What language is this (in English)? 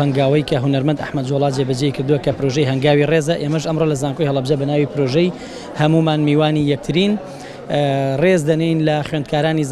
Central Kurdish